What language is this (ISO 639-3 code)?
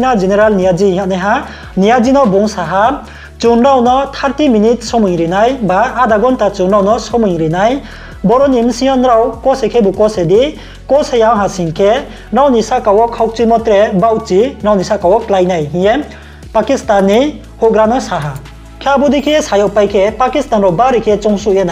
ria